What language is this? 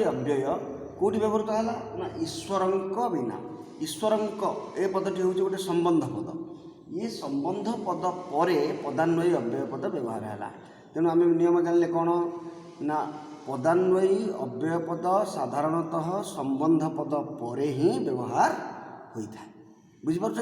Odia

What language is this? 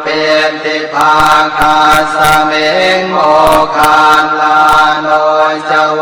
Pali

